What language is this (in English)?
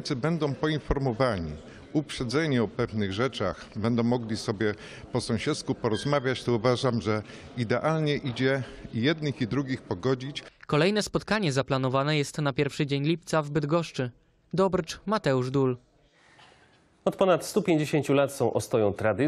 Polish